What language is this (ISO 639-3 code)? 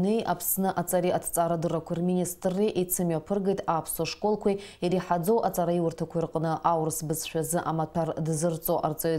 abk